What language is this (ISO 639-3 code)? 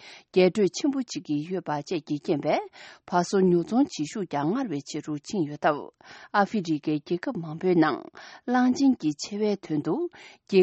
bod